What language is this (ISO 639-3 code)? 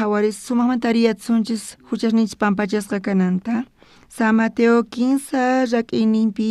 quh